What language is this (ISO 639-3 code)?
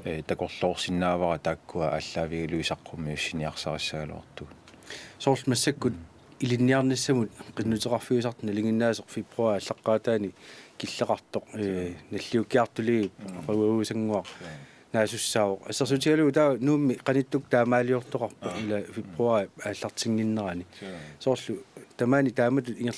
kal